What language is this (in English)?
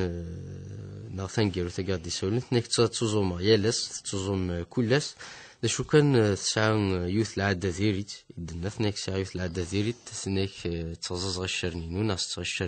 Kabyle